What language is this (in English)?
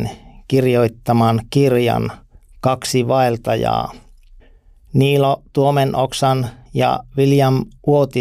Finnish